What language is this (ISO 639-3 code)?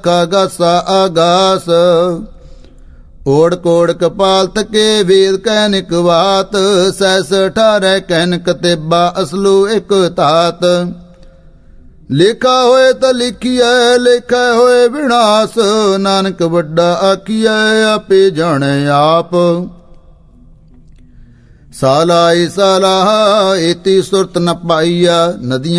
pan